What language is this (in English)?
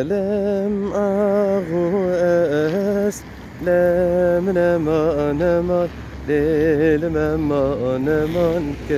Zaza